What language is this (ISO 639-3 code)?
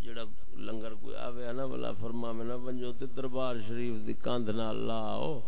skr